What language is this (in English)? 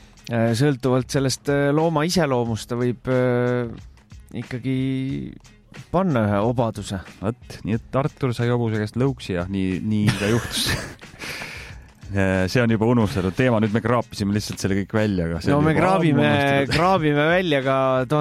Estonian